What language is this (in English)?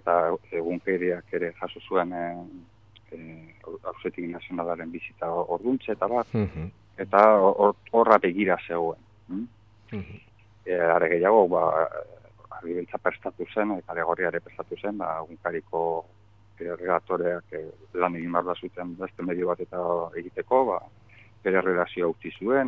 Basque